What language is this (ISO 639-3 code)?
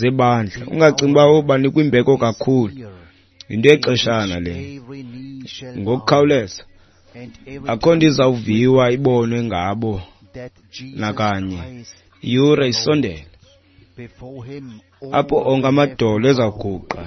xho